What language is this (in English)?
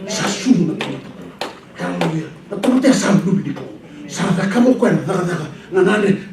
Fijian